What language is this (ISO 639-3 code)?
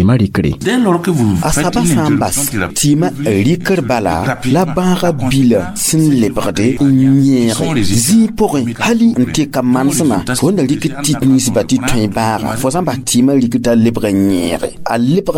mos